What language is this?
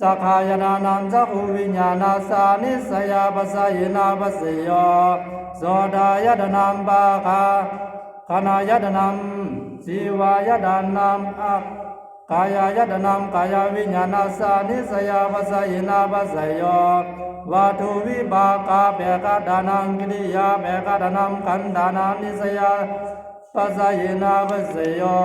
Pali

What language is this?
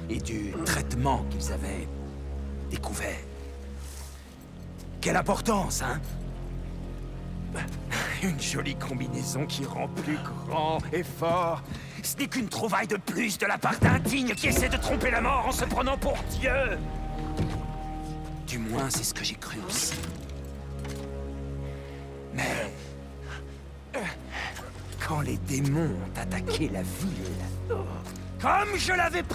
French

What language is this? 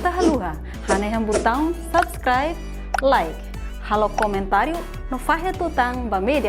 Tetum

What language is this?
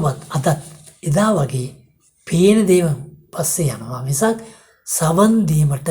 Sinhala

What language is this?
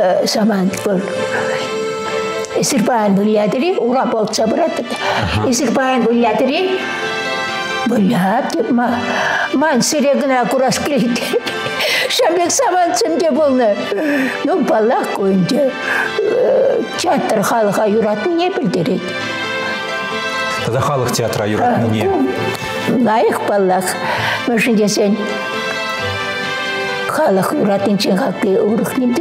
Chuvash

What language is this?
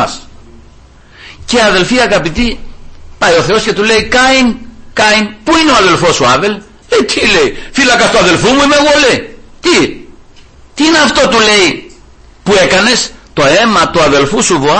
Greek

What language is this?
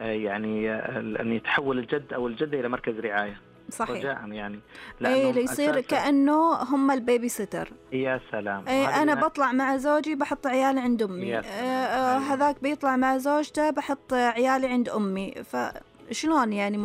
Najdi Arabic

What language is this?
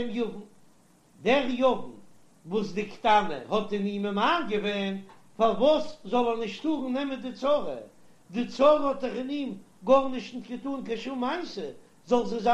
Yiddish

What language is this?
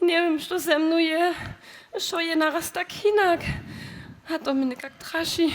Upper Sorbian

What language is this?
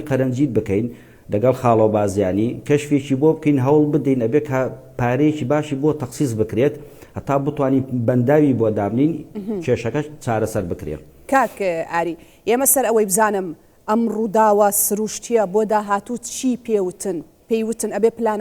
Central Kurdish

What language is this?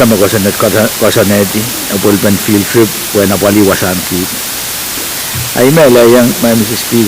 Pohnpeian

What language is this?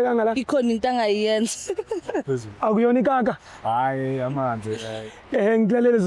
Zulu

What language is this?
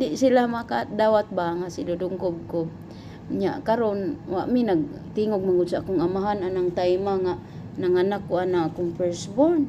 Cebuano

